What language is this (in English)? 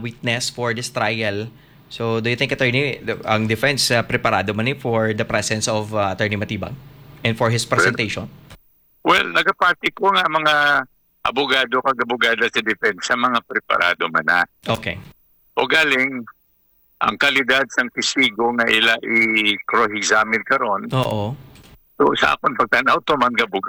Hiligaynon